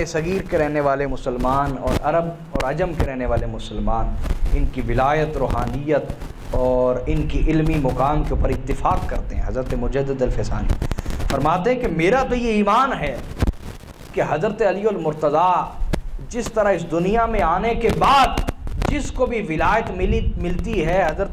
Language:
Urdu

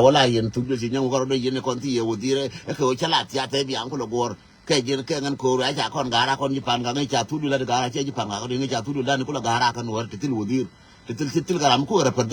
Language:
Nuer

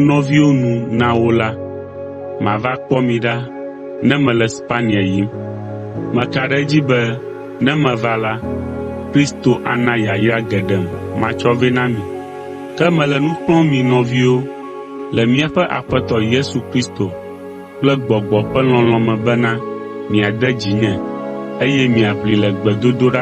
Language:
Ewe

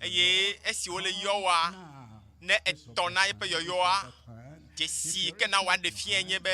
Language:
Ewe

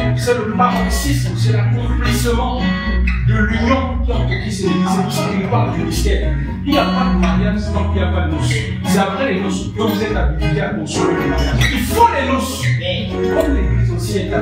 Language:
French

